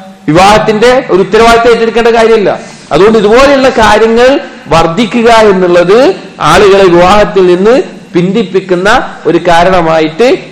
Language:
Malayalam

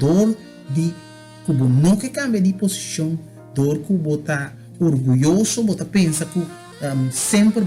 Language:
Papiamento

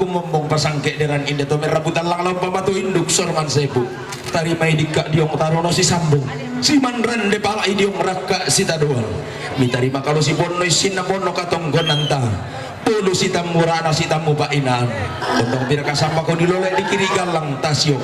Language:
Toraja-Sa'dan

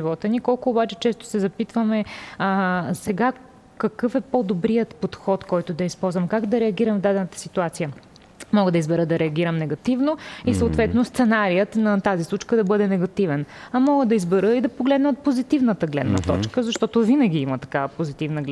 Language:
Bulgarian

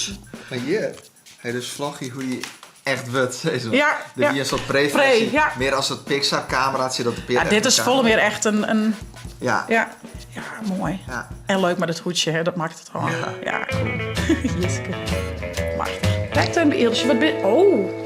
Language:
Western Frisian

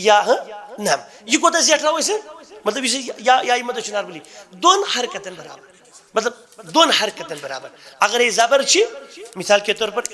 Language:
Kashmiri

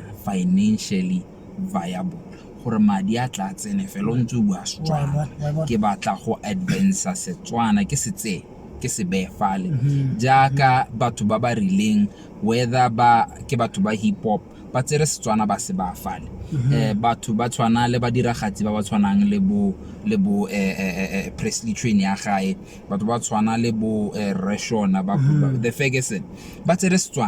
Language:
Tswana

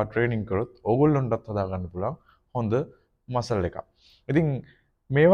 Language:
Sinhala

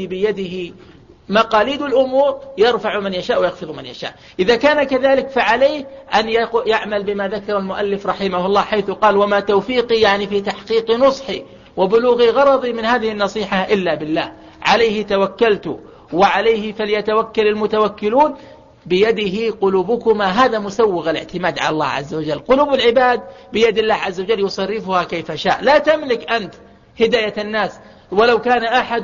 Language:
Arabic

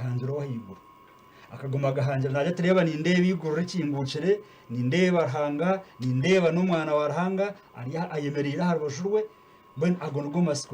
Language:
Nyankole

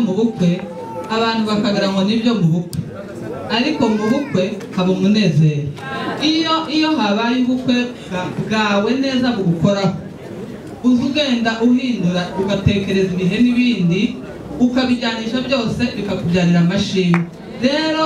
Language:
Kinyarwanda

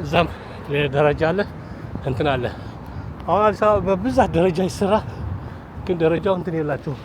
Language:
Amharic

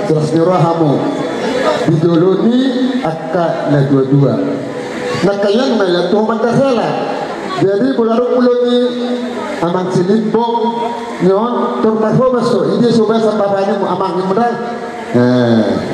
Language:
Batak Toba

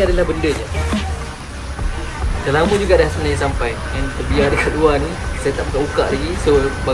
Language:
Malay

